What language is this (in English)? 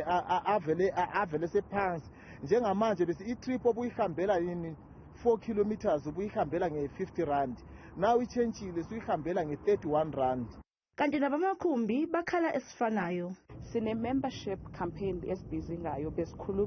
Zulu